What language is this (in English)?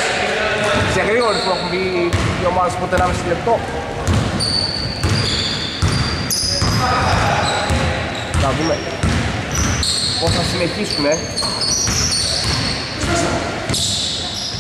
Greek